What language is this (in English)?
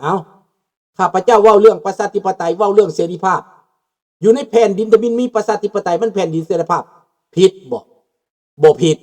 Lao